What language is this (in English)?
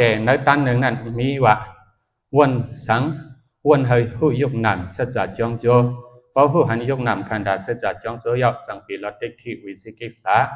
Shan